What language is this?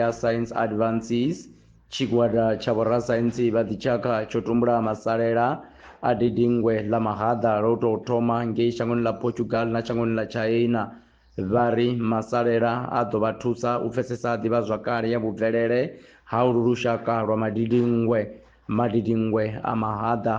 Venda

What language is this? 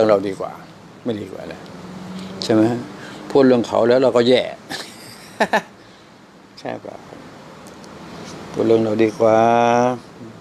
Thai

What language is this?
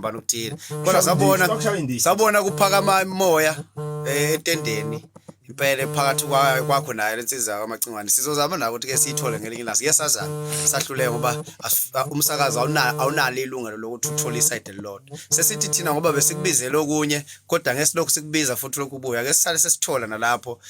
Zulu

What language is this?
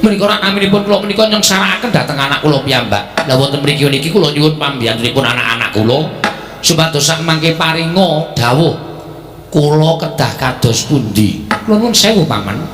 Javanese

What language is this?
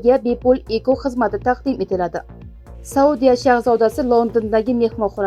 Uzbek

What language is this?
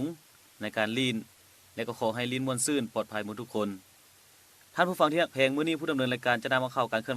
Lao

